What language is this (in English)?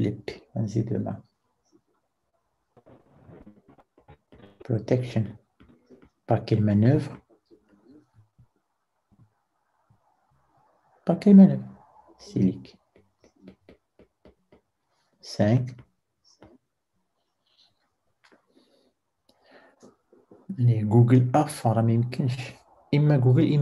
French